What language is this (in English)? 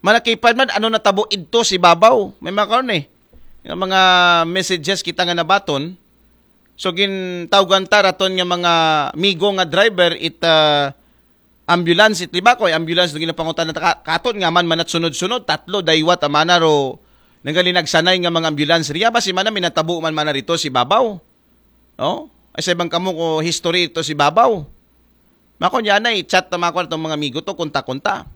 Aklanon